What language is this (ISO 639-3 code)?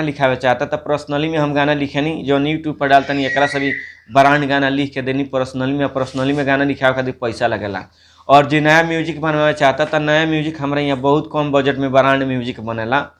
bho